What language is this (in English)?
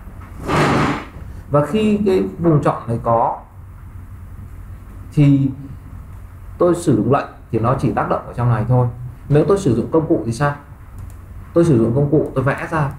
Vietnamese